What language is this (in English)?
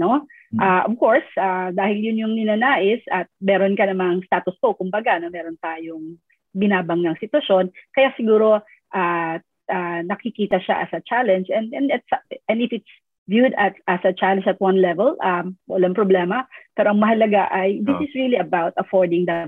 Filipino